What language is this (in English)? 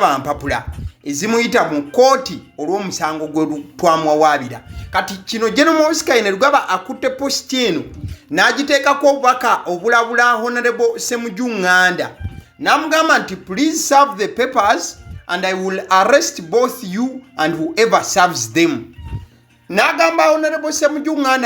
Ganda